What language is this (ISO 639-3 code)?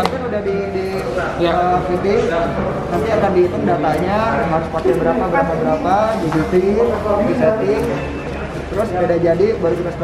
ind